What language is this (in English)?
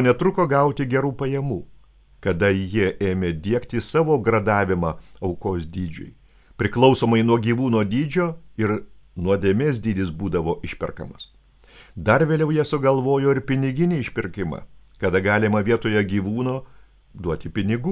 Lithuanian